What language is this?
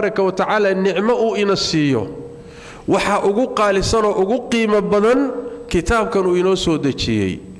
Somali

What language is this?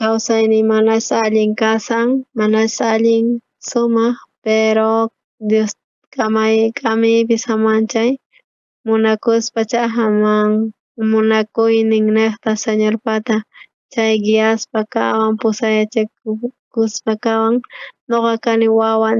South Bolivian Quechua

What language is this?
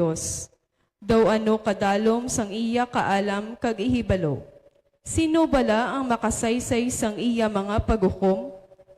Hiligaynon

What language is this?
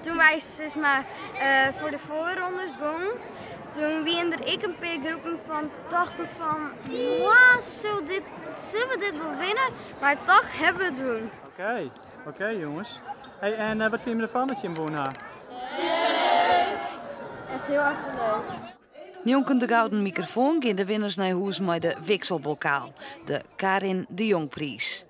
Western Frisian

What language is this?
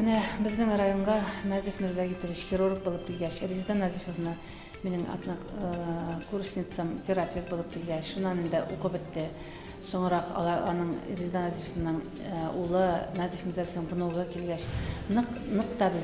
Bashkir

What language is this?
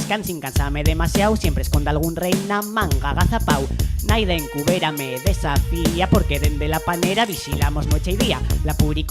Asturian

